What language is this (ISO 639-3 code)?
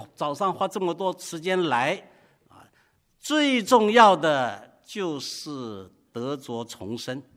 zho